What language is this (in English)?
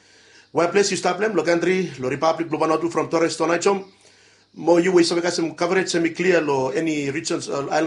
Bislama